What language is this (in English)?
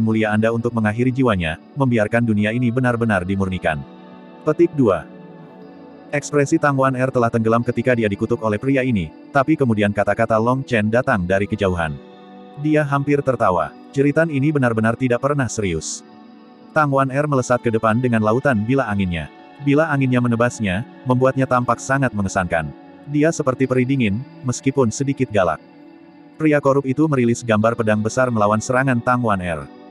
Indonesian